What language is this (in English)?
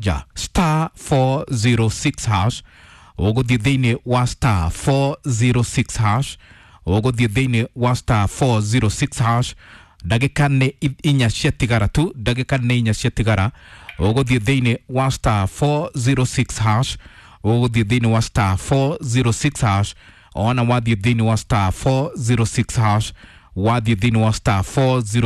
Kikuyu